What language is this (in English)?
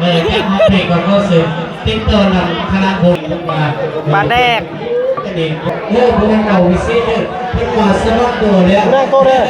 Lao